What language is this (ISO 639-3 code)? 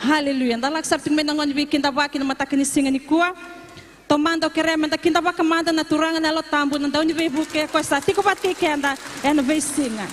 fij